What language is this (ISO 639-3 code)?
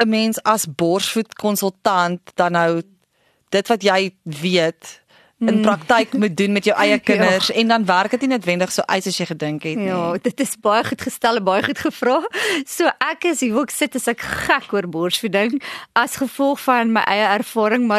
afr